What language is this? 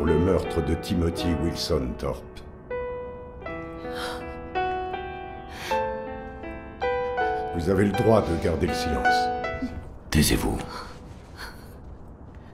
French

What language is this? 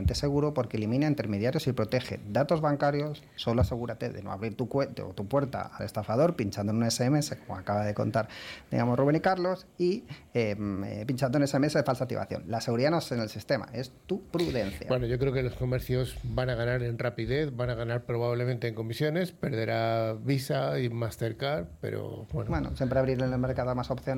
Spanish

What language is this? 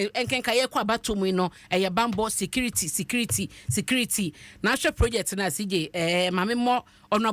Akan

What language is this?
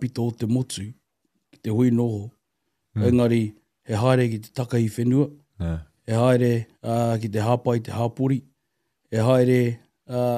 Māori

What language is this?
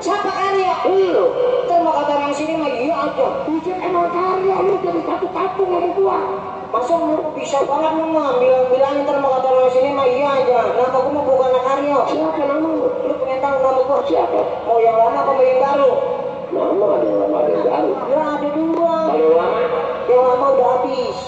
Betawi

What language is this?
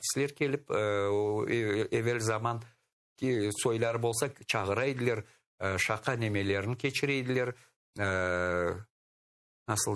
Crimean Tatar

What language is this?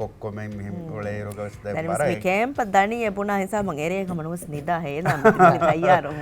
Divehi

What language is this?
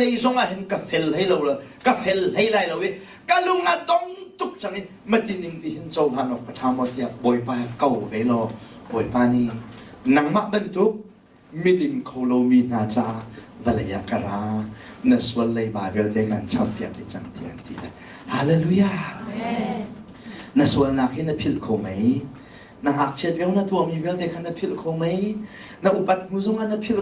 Hakha Chin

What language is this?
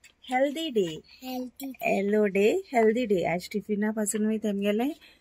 Konkani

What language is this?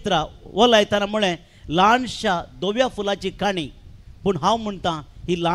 Konkani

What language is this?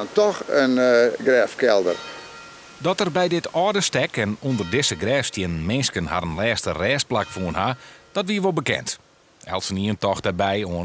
Western Frisian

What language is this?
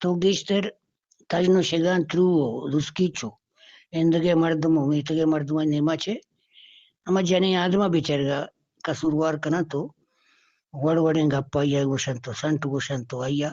Eastern Balochi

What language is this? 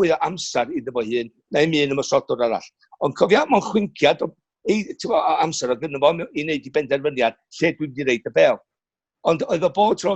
Welsh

